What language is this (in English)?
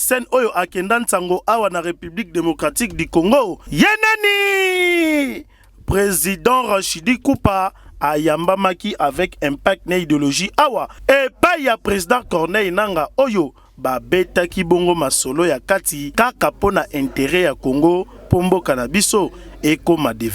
Lingala